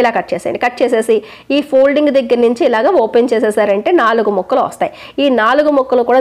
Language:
Telugu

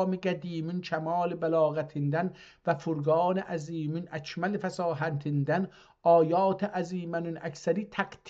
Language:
South Azerbaijani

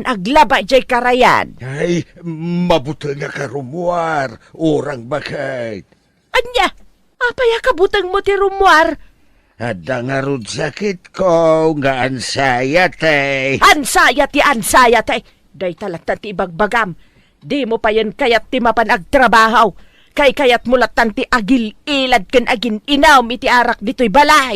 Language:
Iloko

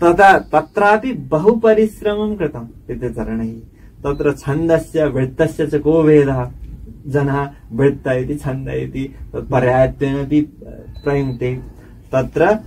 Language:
Sanskrit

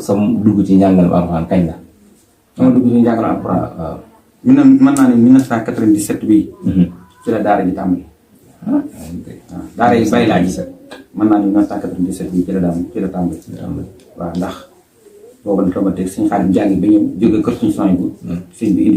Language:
Wolof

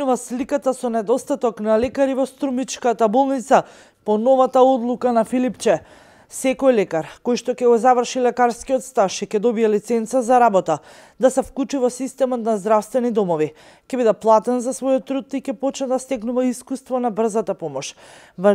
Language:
Macedonian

